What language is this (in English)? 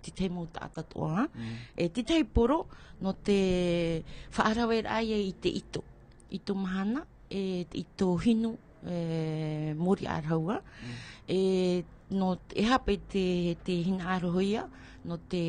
Tahitian